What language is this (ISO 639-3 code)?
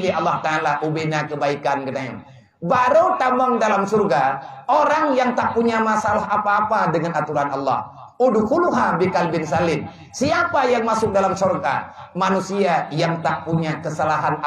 ace